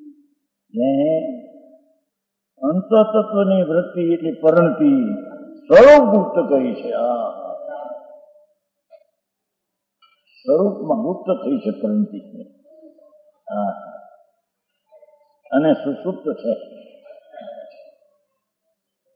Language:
Gujarati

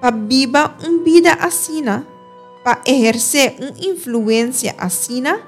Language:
Papiamento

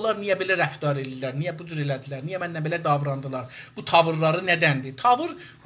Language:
South Azerbaijani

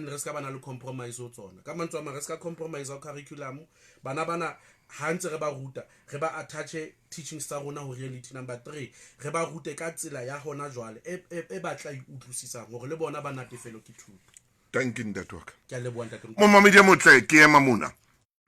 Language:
Southern Sotho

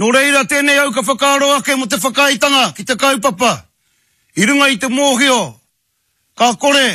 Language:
Māori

